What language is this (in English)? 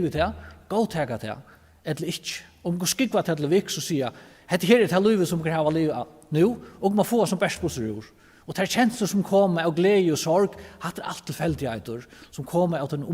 Faroese